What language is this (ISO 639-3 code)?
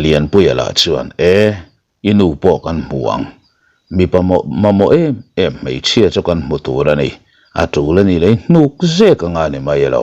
lus